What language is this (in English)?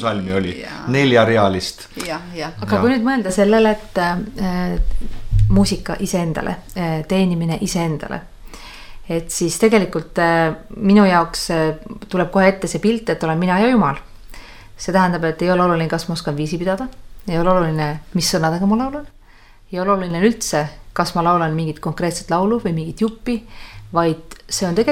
Estonian